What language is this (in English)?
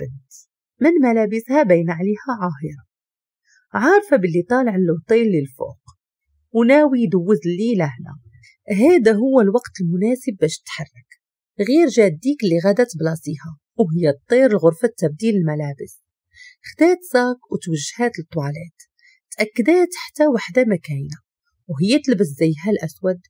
Moroccan Arabic